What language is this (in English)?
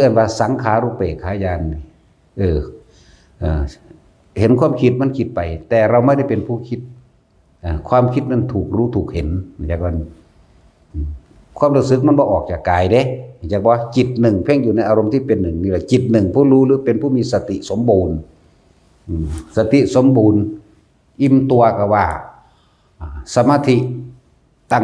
Northeastern Thai